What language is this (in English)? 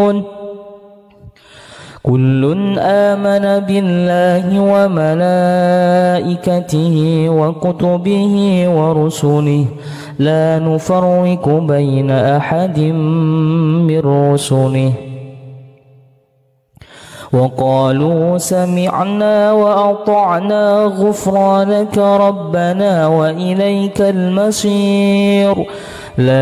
Arabic